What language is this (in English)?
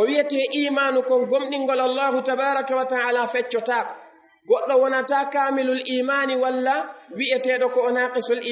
Fula